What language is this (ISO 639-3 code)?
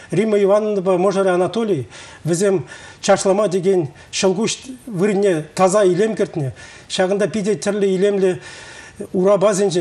chv